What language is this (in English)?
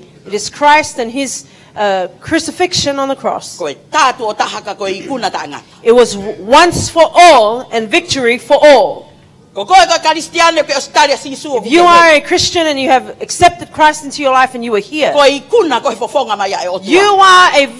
Tongan